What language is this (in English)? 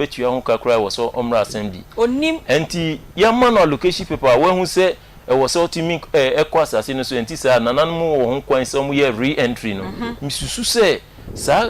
Akan